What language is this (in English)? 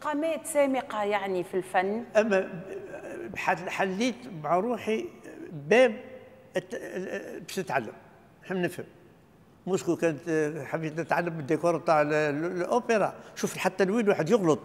Tunisian Arabic